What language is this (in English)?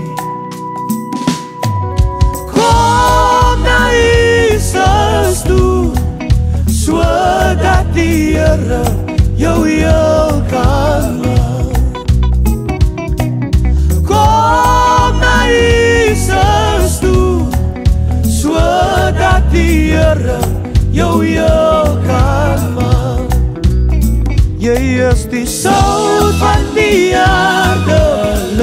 Afrikaans